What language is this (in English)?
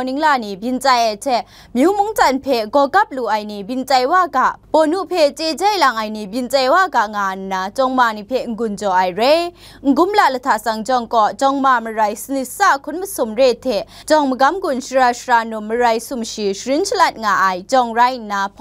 Kachin